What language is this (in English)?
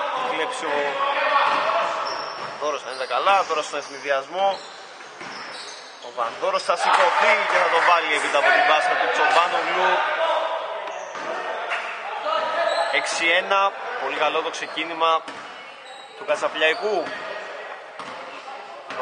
Greek